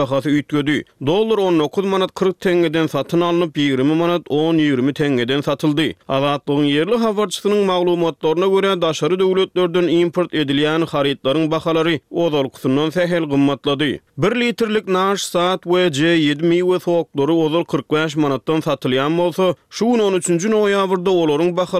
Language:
Turkmen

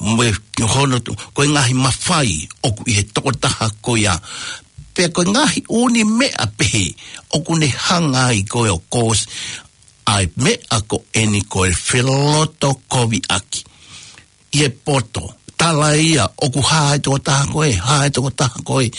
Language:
Tongan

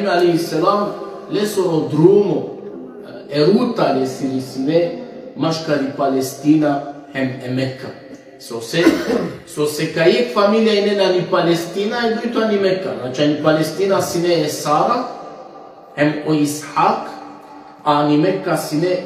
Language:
Balkan Romani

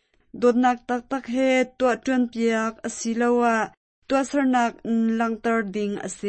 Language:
Hakha Chin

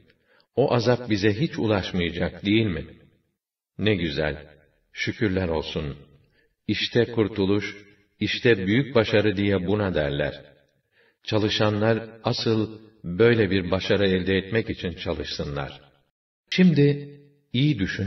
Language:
Turkish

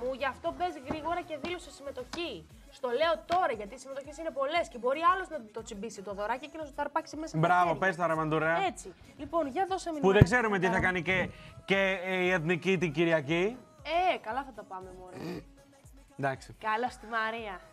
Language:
Greek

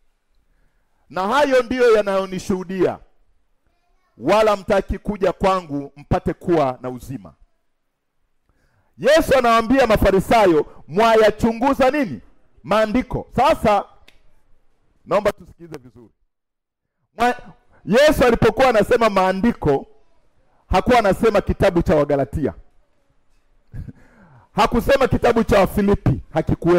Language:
Swahili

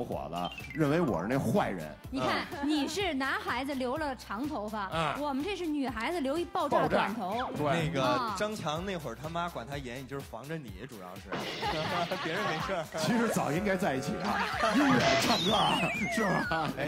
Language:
Chinese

